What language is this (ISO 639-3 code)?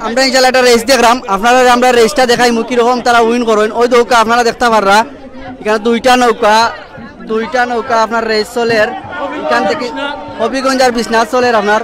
syl